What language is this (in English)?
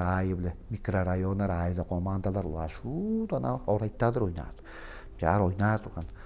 Tuvinian